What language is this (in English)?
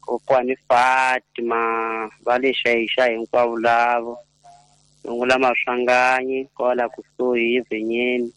Tsonga